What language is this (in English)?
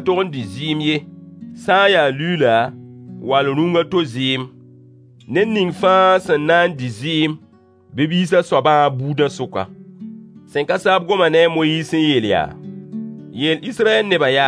Mossi